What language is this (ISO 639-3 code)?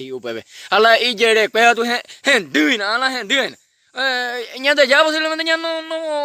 grn